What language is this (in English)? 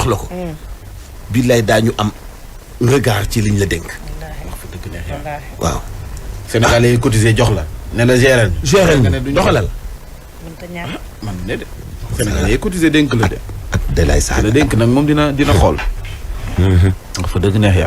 Wolof